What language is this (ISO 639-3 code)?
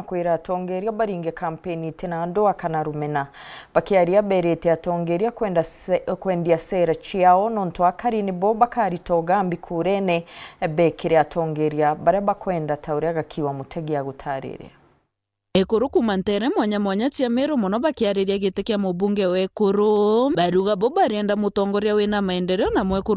mer